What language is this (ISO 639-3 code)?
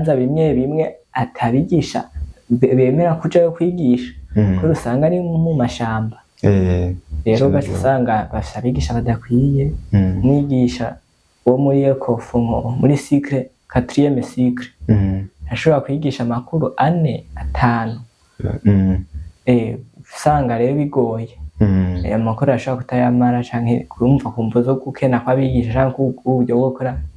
run